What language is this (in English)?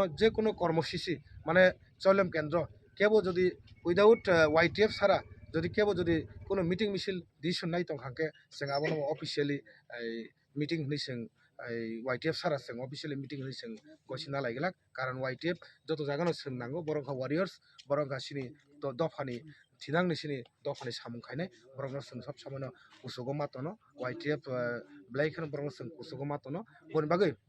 Kok Borok